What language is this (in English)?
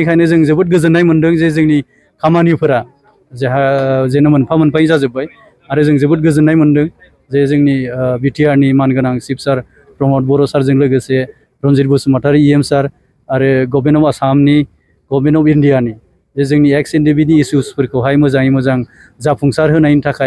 Bodo